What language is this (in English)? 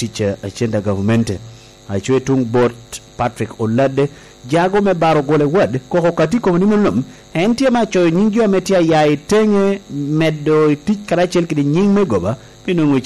Lango (Uganda)